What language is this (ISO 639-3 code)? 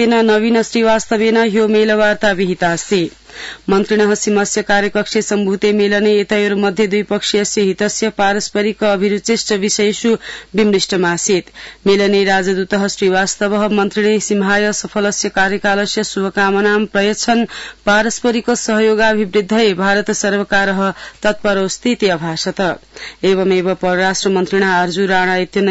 san